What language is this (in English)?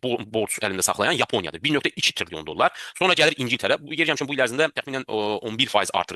Azerbaijani